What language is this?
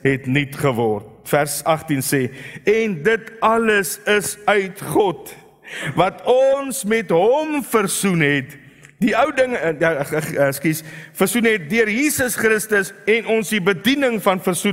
Afrikaans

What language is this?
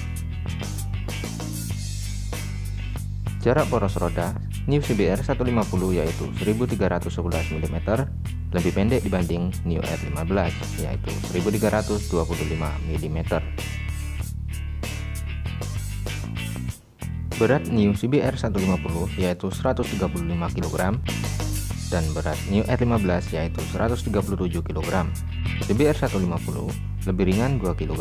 Indonesian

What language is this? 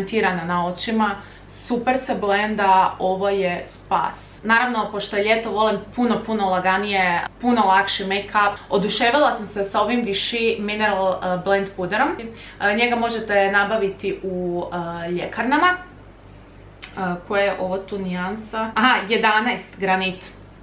Croatian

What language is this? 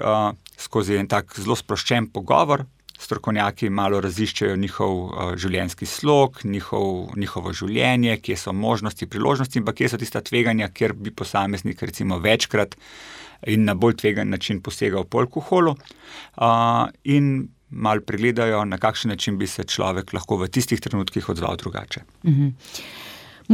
Slovenian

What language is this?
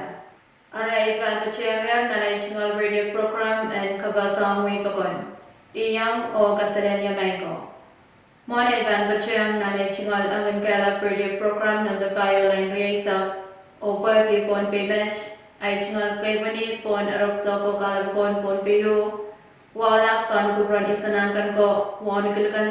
Pohnpeian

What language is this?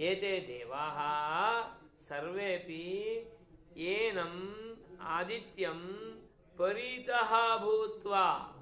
Sanskrit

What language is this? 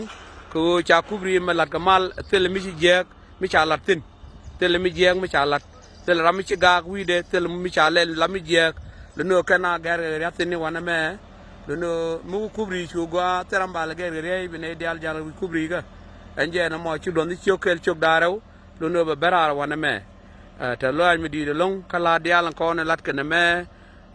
Nuer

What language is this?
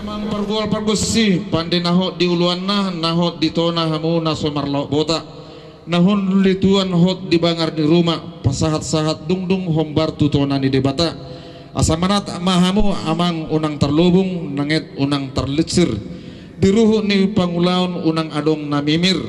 Batak Toba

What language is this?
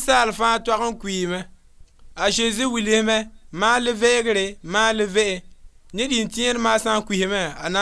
Mossi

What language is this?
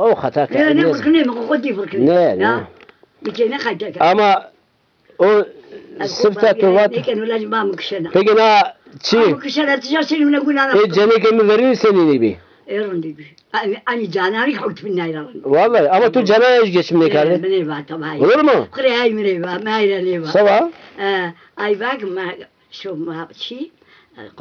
Zaza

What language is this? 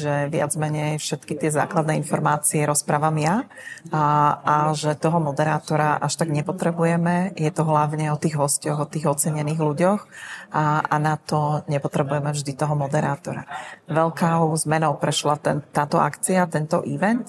Slovak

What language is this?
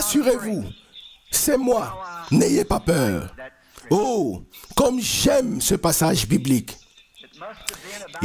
French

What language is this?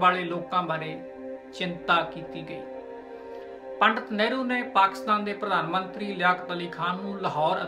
Punjabi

